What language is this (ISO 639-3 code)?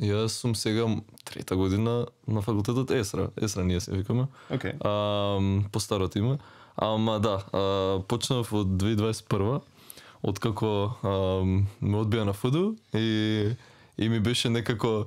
mkd